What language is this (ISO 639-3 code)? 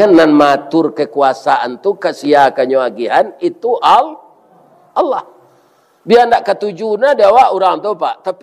min